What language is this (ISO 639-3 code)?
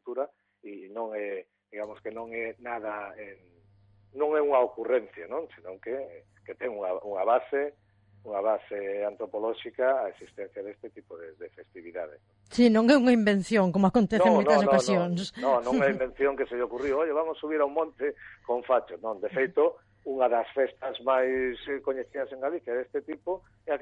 glg